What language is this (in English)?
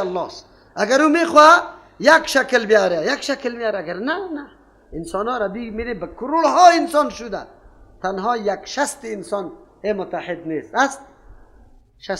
Persian